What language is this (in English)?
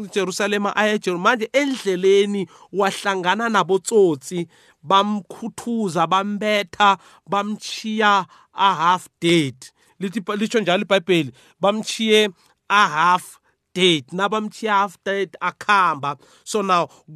South Ndebele